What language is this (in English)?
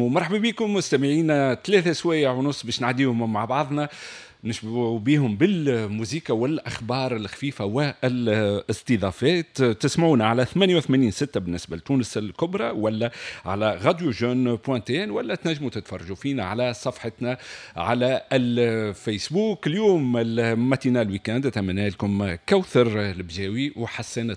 Tunisian Arabic